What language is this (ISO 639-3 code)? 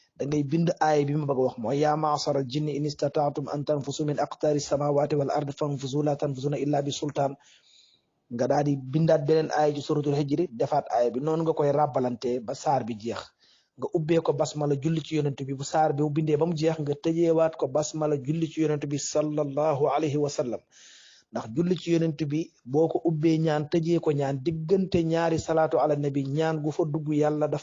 wol